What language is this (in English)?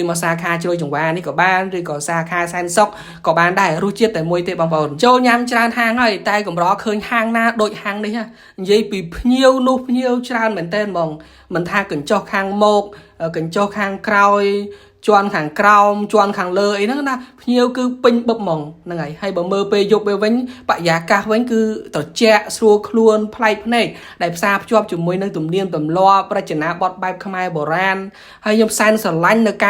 Khmer